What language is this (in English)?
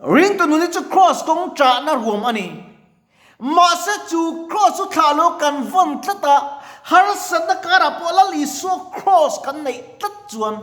Mizo